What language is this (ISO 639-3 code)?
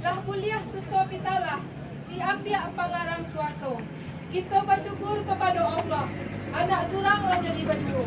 min